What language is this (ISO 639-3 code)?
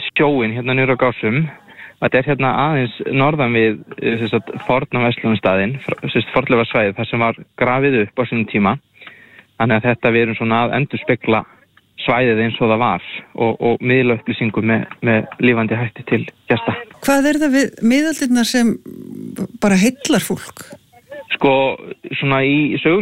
isl